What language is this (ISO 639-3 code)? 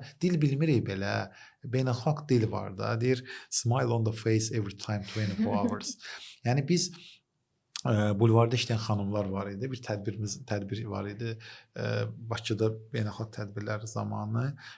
aze